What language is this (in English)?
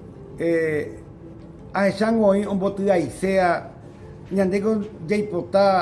Guarani